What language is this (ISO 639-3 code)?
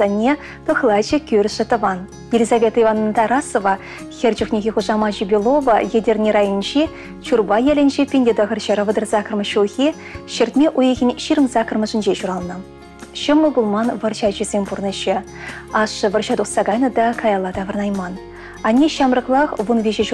chv